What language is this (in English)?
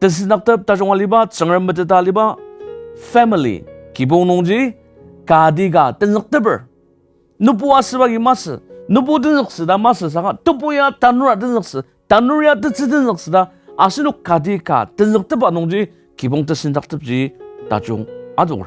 Ao Naga